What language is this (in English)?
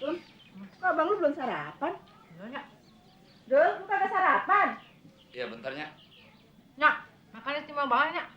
Betawi